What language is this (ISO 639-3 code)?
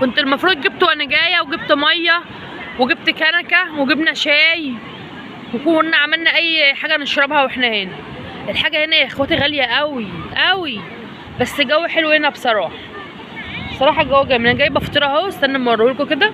arz